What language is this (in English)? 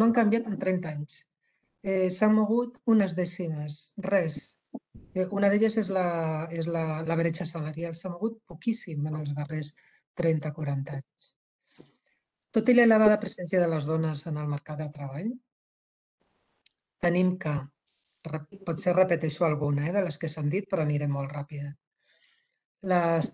Catalan